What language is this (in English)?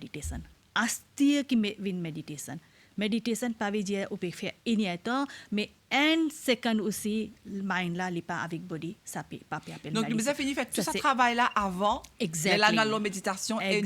Morisyen